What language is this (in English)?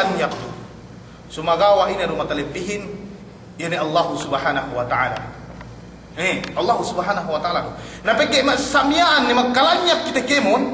Yakan